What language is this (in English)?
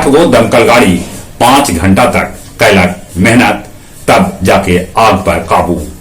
Magahi